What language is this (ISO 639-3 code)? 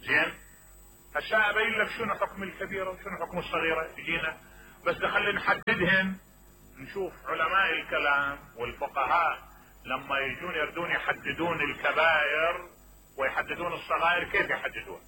acm